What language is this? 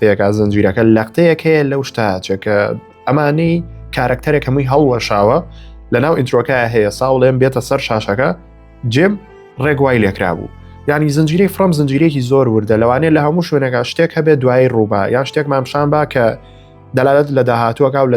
Central Kurdish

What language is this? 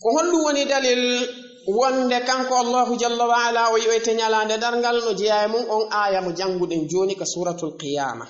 Fula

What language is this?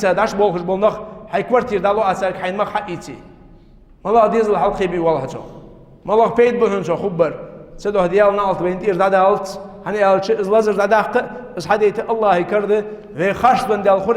Ingush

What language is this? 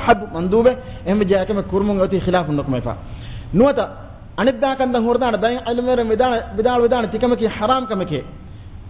Divehi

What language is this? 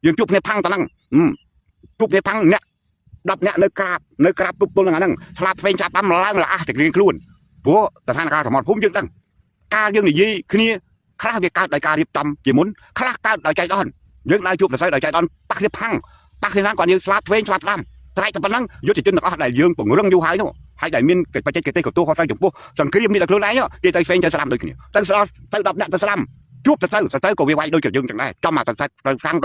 Khmer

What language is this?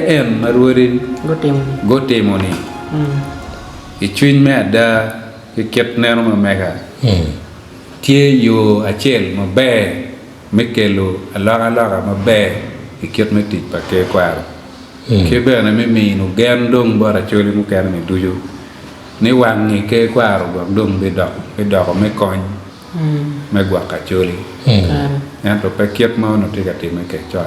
Acoli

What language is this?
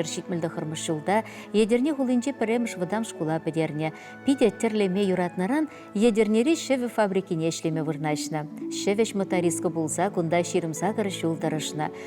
Chuvash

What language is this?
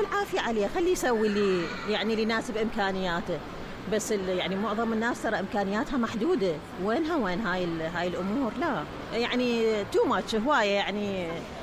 Mesopotamian Arabic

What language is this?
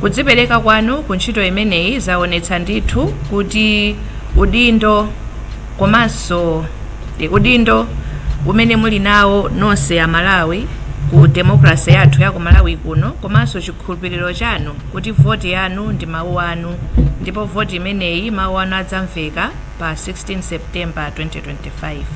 Nyanja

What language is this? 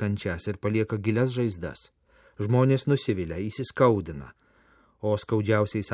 Lithuanian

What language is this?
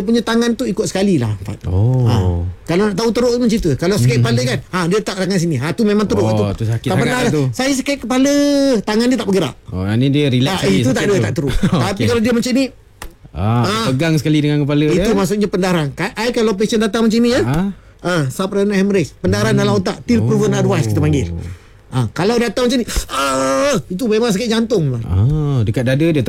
Malay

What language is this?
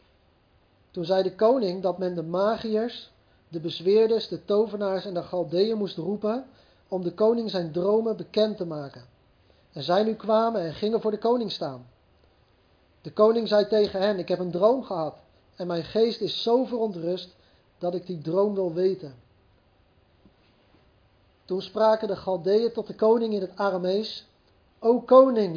Dutch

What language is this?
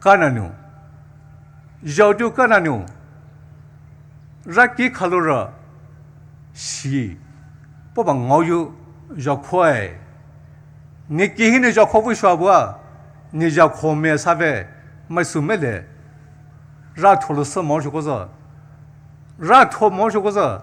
Poumei Naga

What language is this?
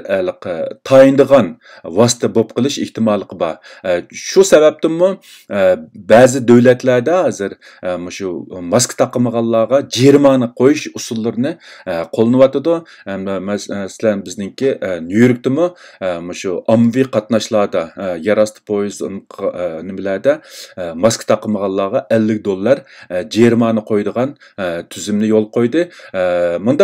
Uyghur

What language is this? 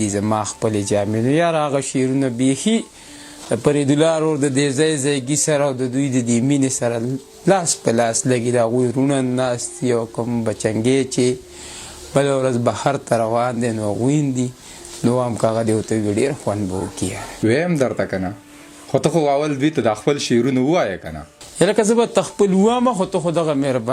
Pashto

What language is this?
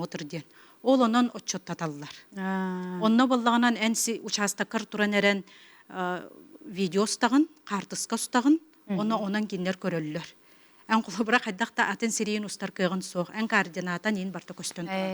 Yakut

